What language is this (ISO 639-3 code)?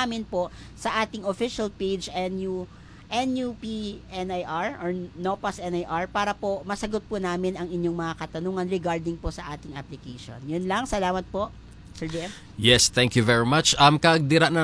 hil